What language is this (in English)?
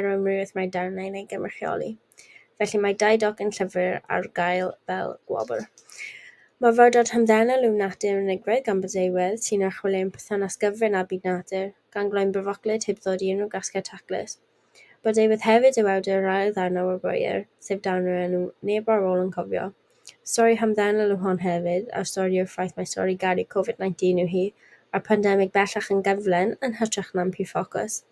Welsh